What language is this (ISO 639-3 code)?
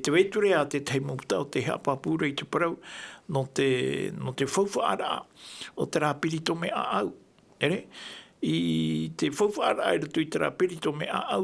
tah